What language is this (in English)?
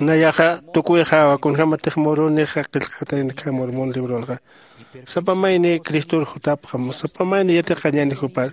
Aymara